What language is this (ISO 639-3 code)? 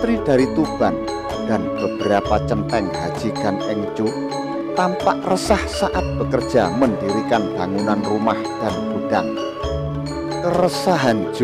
ind